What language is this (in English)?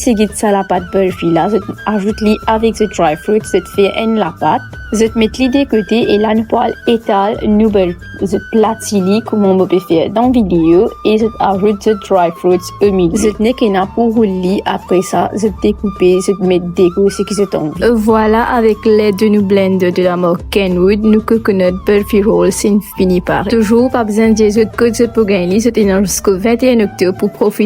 Morisyen